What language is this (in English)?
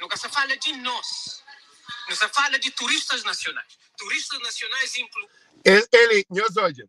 Kabuverdianu